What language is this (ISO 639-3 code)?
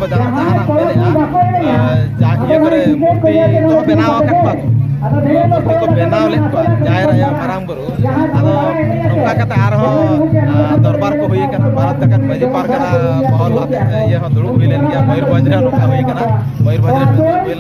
sat